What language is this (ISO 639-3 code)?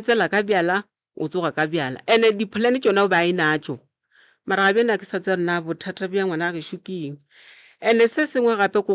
nso